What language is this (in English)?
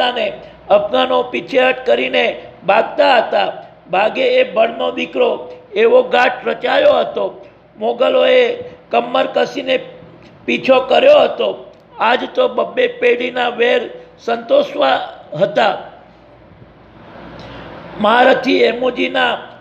Gujarati